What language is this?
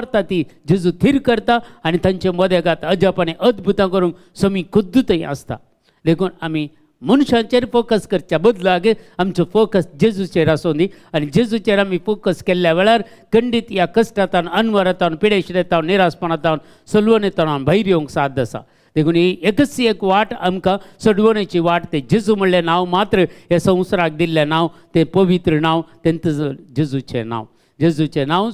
Konkani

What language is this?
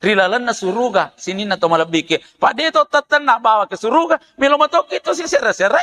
Buginese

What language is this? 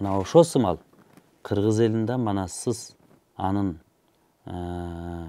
Kyrgyz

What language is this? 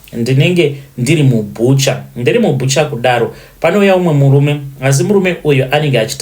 Shona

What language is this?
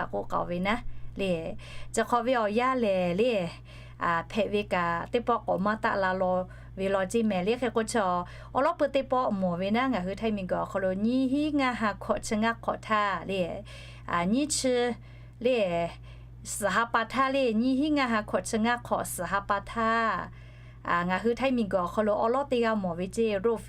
Lahu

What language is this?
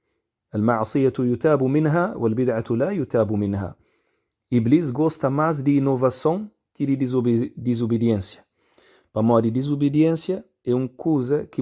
Kabuverdianu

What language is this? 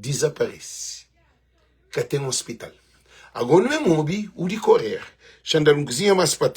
Kabuverdianu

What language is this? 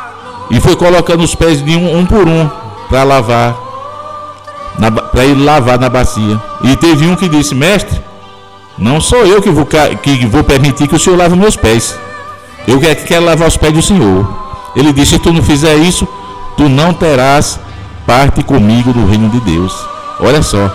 Portuguese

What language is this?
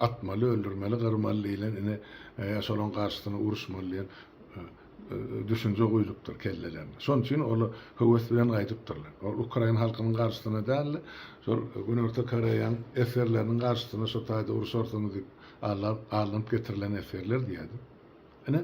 Turkmen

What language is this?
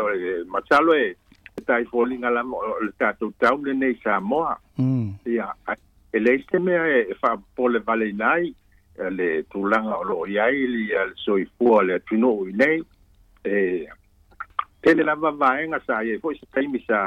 Samoan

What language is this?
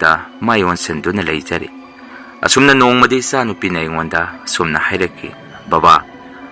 Manipuri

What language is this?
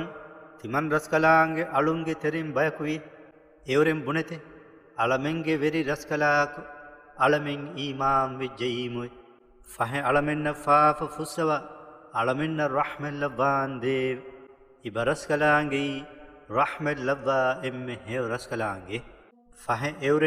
Divehi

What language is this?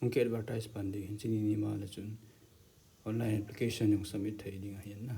Thado Chin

